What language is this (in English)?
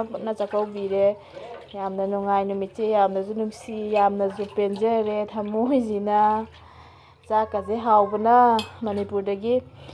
Manipuri